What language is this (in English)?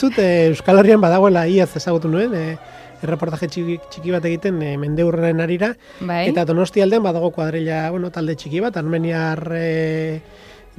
Basque